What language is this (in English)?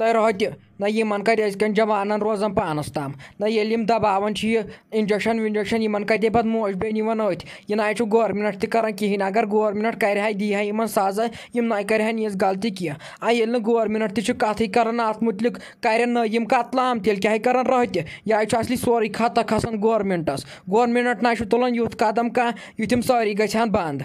Kashmiri